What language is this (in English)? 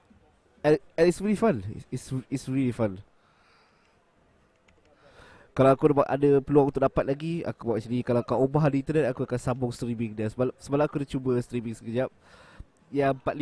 Malay